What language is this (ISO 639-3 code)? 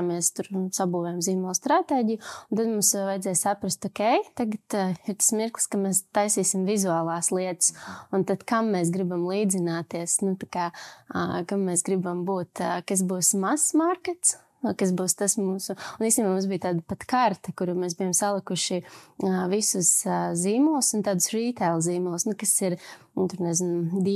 lav